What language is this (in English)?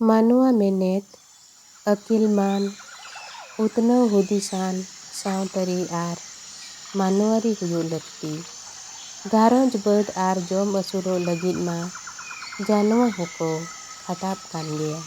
Santali